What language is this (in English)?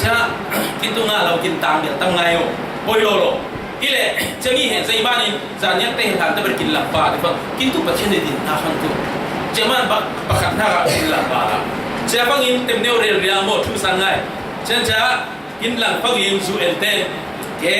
Falam Chin